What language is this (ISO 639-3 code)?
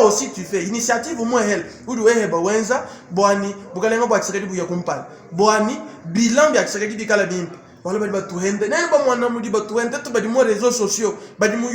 lua